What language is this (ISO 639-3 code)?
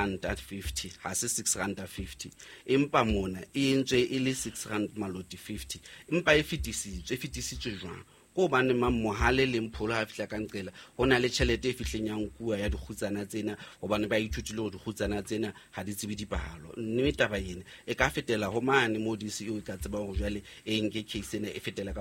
sot